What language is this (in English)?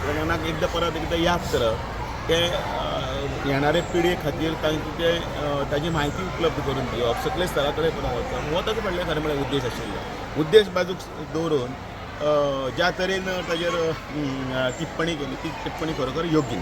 Konkani